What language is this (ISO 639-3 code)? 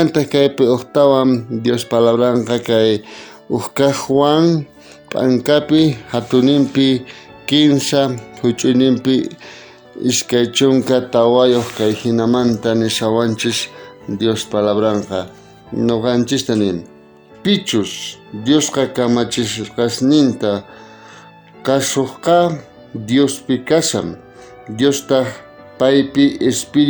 quh